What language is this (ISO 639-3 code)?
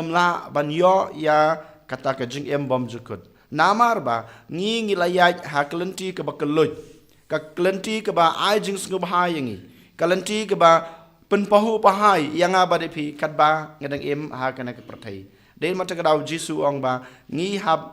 kha